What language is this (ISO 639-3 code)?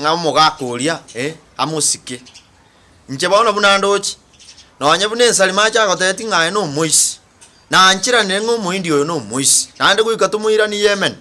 guz